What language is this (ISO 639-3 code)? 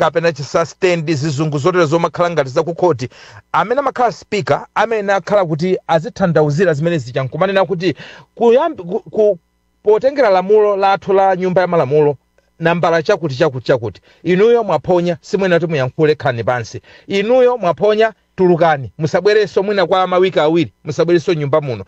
nya